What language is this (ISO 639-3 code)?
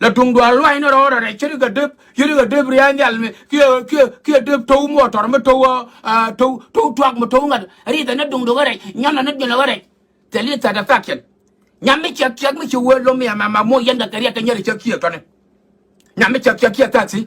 nus